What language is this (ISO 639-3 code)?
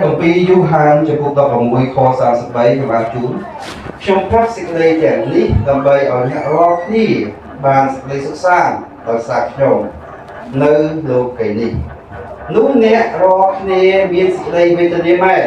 khm